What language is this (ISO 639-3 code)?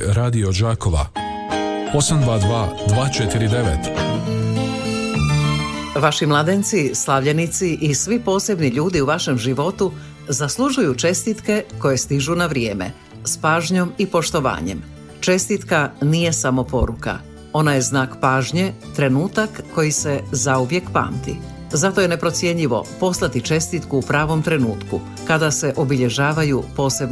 hrv